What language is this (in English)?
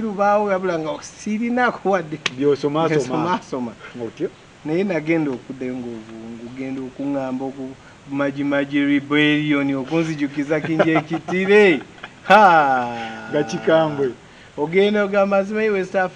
Ganda